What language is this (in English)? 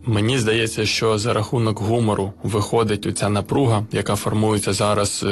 Ukrainian